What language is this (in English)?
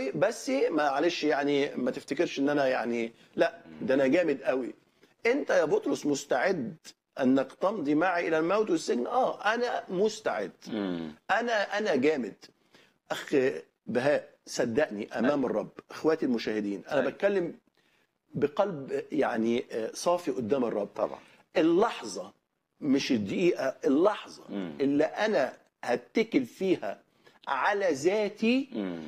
Egyptian Arabic